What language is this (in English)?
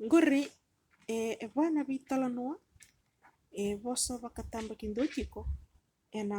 Fijian